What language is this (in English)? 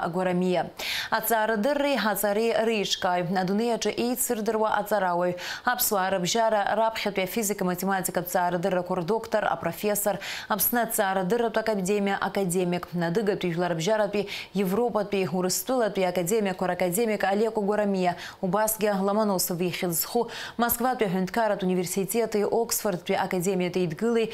Abkhazian